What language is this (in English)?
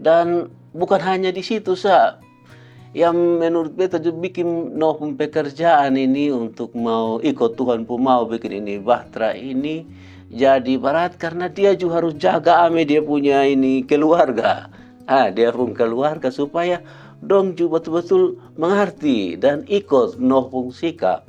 Kupang Malay